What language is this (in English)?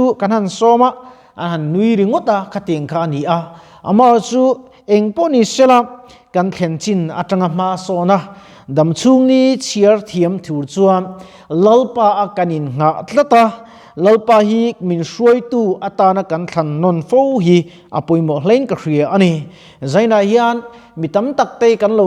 Mizo